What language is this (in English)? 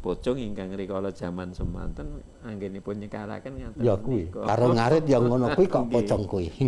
Javanese